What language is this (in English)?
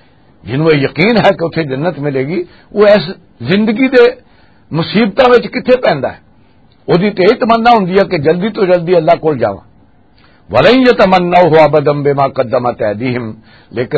Western Panjabi